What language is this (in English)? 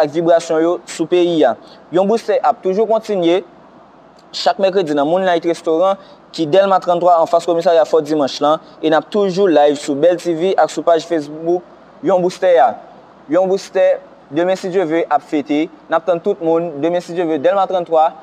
Haitian Creole